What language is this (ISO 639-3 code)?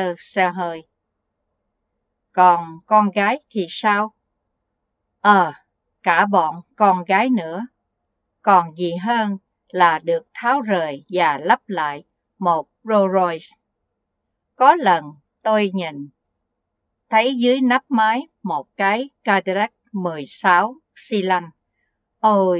vie